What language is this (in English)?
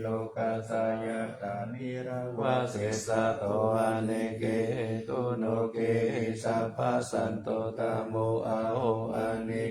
Pali